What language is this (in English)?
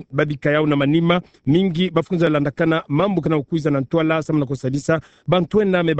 Kituba (Democratic Republic of Congo)